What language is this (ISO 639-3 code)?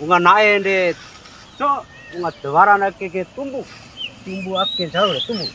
bhp